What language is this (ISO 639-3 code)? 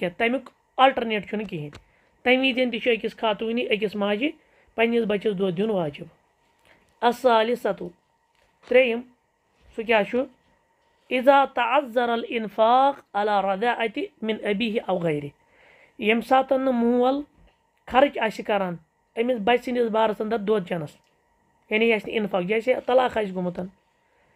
kas